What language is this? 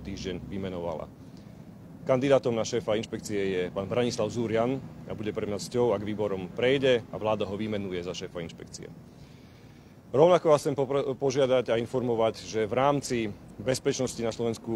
Slovak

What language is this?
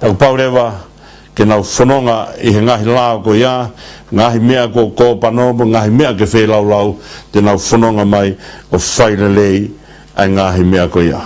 Tongan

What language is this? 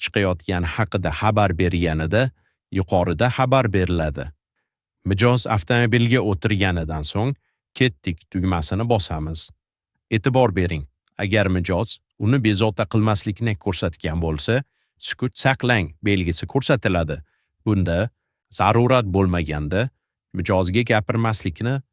Uzbek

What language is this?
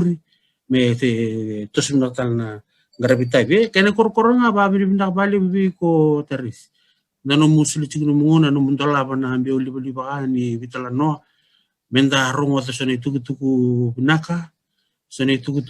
Fijian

